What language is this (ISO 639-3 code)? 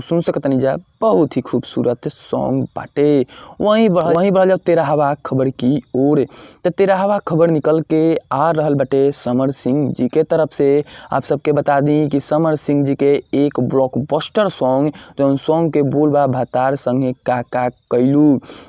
bho